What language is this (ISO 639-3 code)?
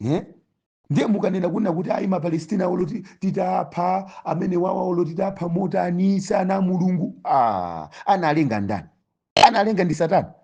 nya